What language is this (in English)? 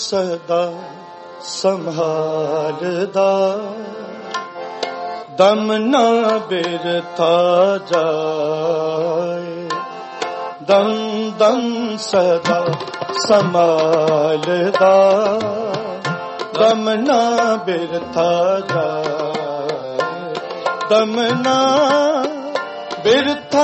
Punjabi